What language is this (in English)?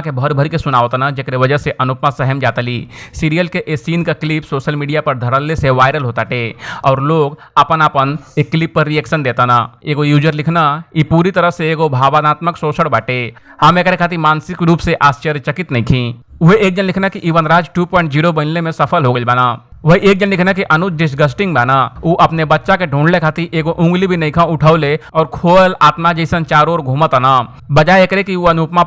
Bhojpuri